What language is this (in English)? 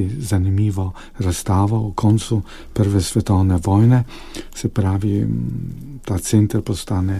Slovenian